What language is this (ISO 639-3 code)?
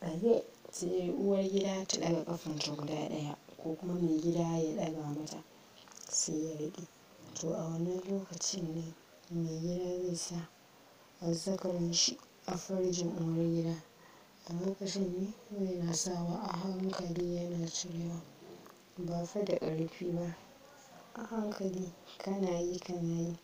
hau